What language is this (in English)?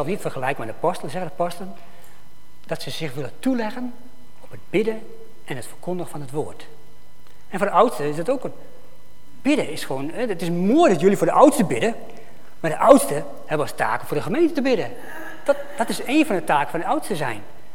Dutch